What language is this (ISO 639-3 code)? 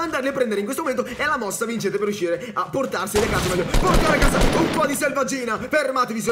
ita